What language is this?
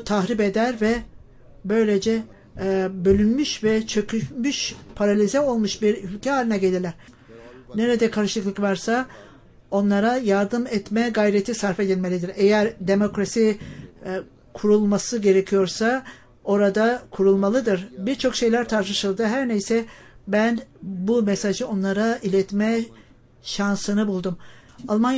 Turkish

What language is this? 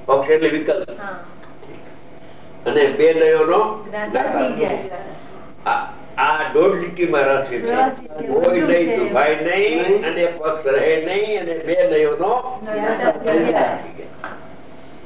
Gujarati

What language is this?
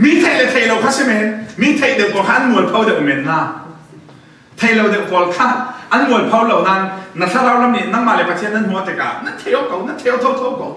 Falam Chin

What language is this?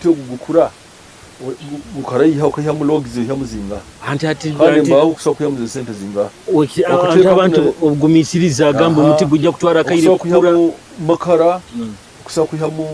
Nyoro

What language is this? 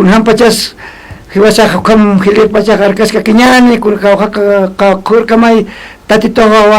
Aymara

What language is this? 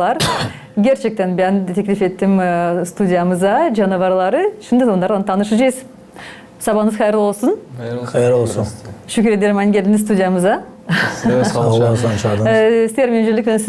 Gagauz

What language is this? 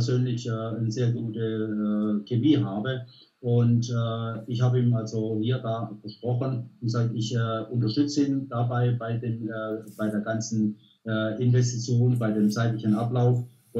German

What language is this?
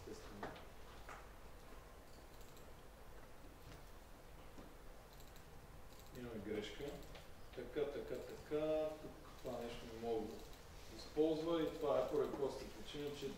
Bulgarian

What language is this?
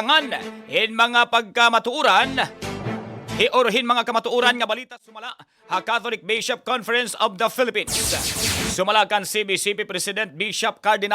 Waray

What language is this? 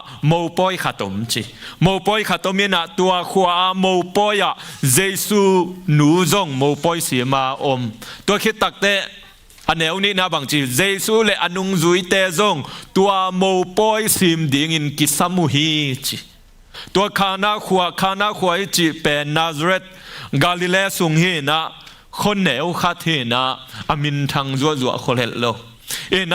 Tedim Chin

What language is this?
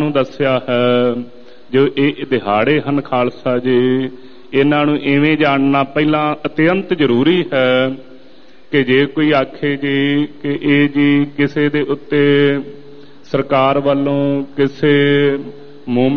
Punjabi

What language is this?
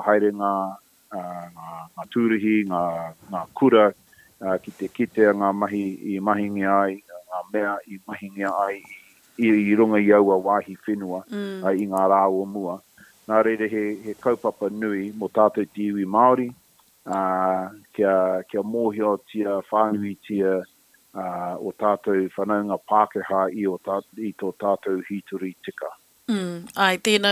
Māori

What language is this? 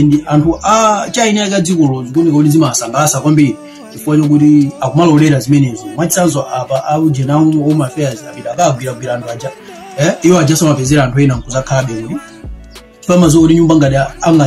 Nyanja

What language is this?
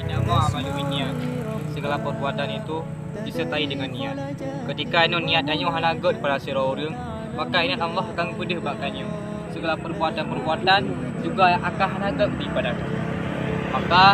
Achinese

